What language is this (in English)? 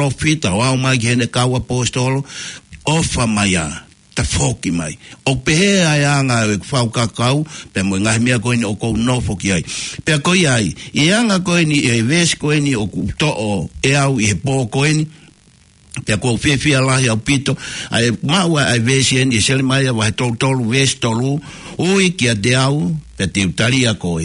Tongan